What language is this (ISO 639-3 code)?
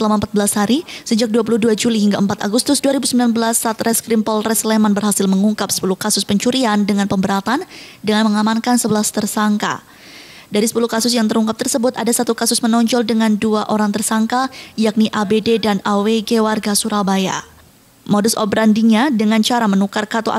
ind